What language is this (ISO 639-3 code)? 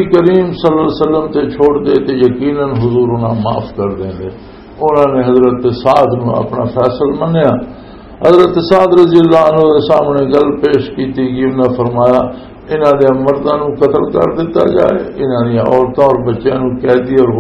lah